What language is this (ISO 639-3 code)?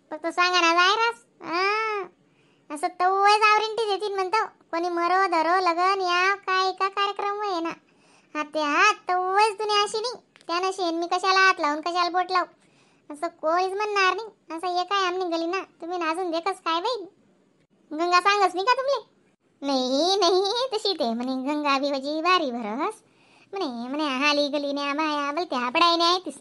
khn